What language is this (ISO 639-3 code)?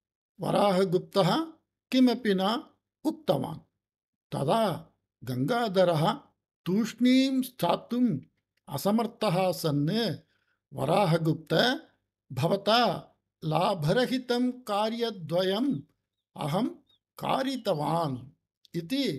san